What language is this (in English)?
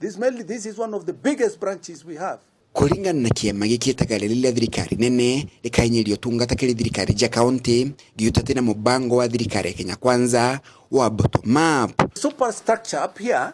Meru